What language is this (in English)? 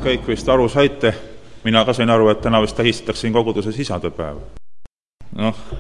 Estonian